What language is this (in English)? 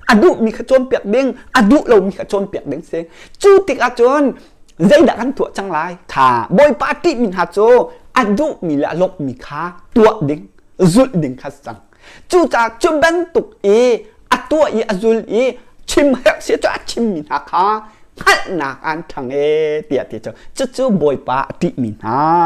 Hakha Chin